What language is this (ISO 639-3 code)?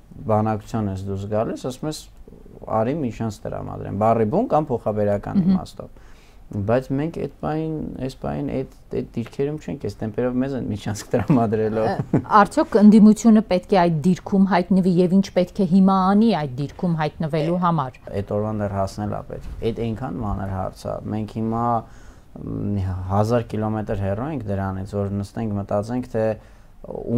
hye